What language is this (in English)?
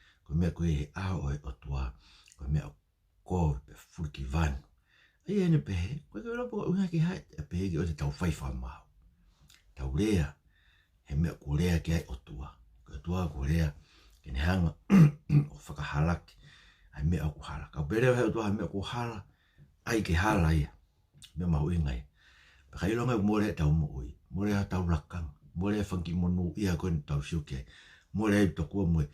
Tongan